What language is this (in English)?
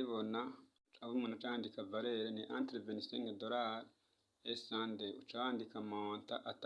Rundi